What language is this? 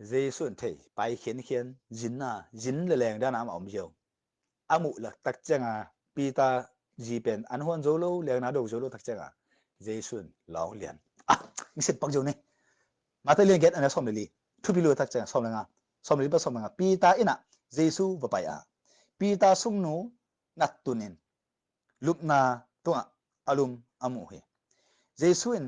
Tedim Chin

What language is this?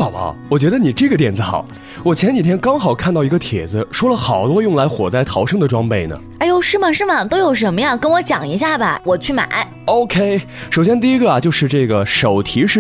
Chinese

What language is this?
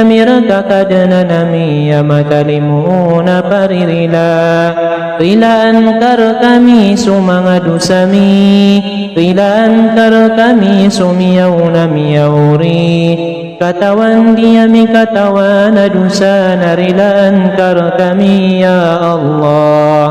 Maranao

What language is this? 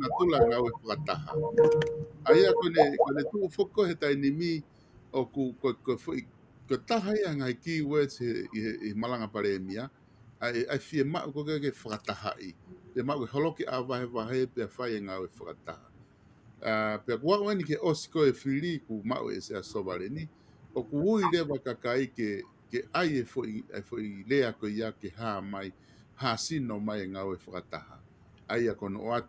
Tongan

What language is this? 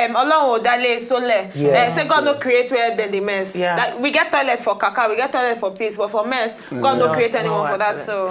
Nigerian Pidgin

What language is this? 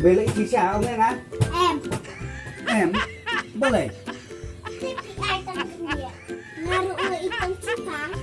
Khasi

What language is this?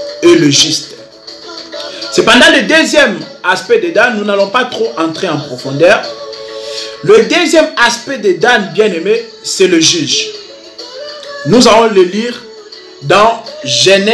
French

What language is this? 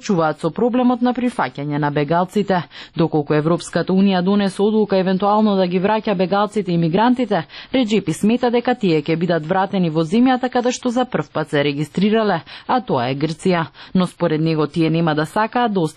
Macedonian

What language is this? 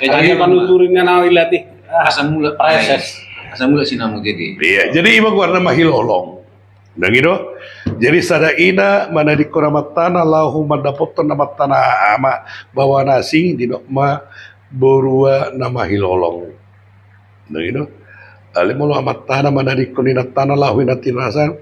Batak Toba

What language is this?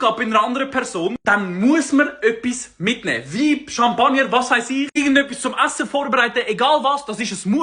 Swiss German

